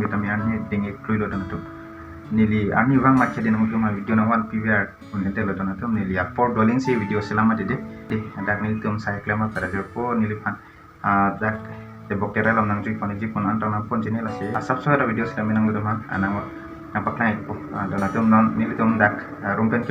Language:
Karbi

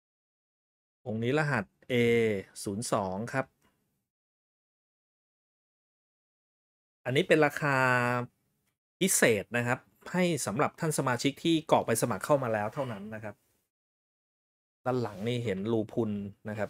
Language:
Thai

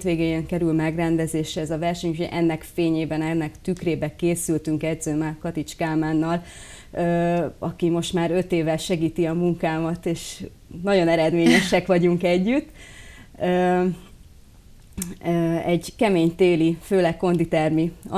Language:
Hungarian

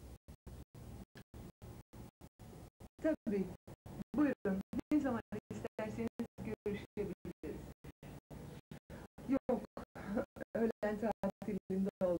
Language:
Turkish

